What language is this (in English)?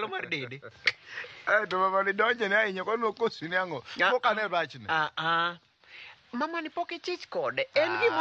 Luo (Kenya and Tanzania)